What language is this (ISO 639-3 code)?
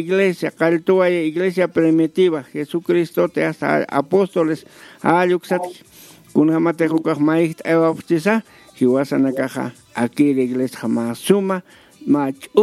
aym